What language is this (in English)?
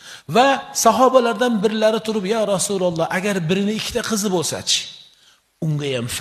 Uzbek